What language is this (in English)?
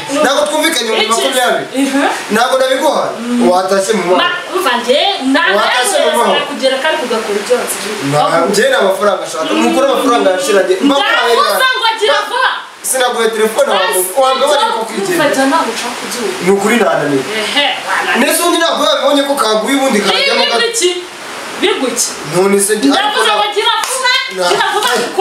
Kinyarwanda